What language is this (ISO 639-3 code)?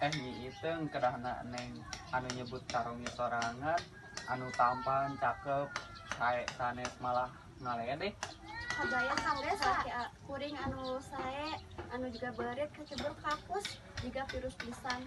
sun